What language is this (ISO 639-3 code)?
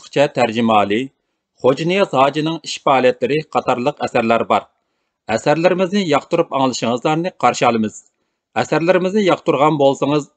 uig